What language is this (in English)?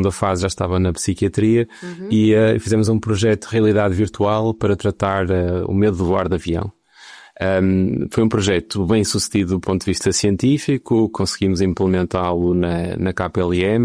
Portuguese